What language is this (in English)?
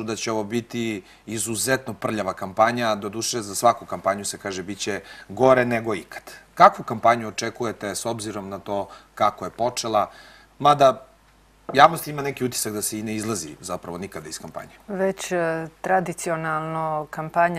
Serbian